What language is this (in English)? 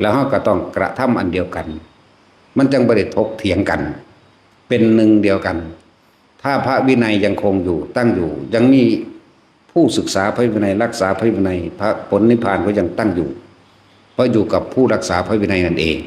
Northeastern Thai